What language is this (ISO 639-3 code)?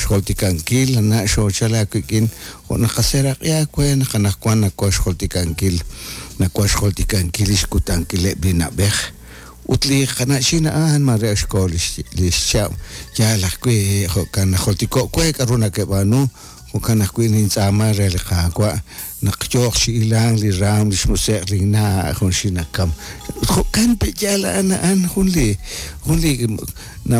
kek